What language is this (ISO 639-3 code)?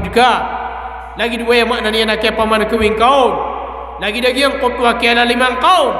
mrw